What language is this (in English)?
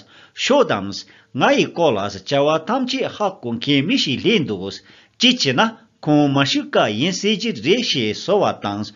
Tibetan